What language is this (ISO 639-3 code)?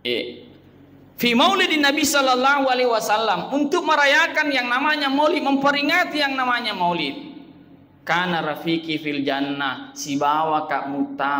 bug